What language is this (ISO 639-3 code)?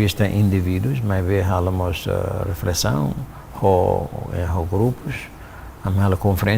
tet